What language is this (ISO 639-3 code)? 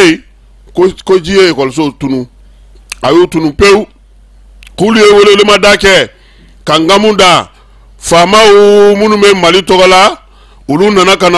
bam